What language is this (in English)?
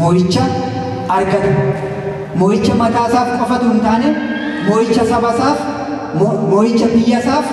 Oromo